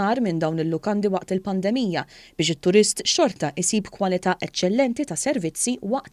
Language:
Maltese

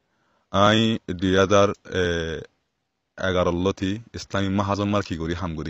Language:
Rohingya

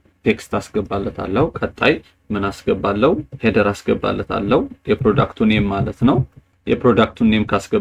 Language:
Amharic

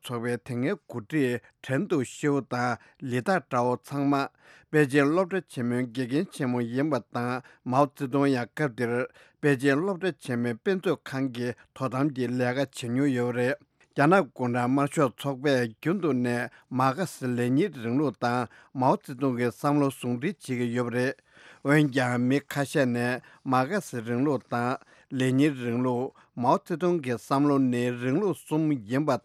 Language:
Tibetan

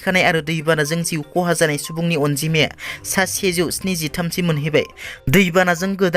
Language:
Bodo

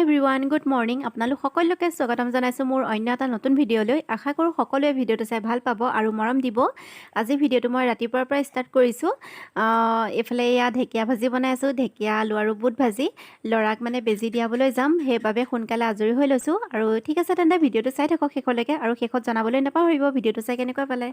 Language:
Assamese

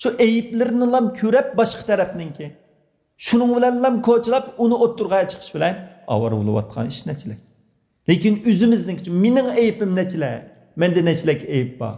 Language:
Uyghur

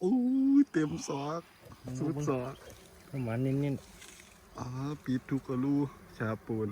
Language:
Lao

